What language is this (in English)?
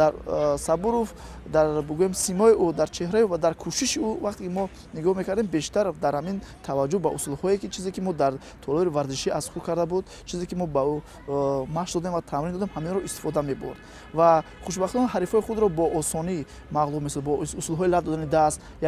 Tajik